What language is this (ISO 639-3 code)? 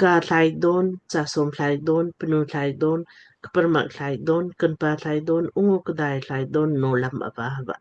lmk